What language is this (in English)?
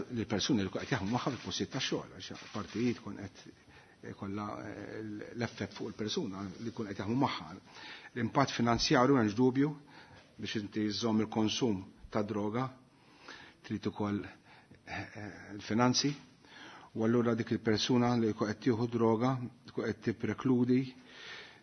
Maltese